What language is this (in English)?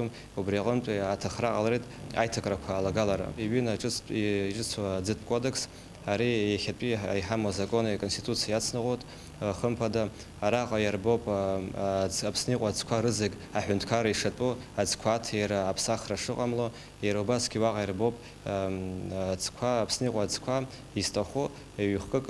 Abkhazian